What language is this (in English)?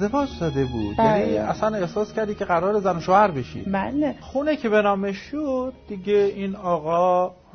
Persian